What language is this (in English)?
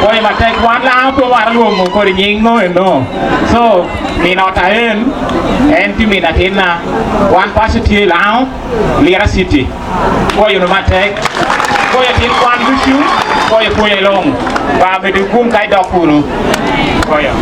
Acoli